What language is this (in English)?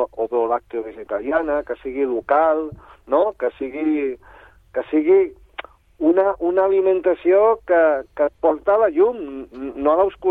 Catalan